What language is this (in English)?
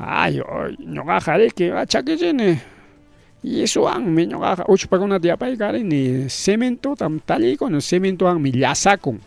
Ayacucho Quechua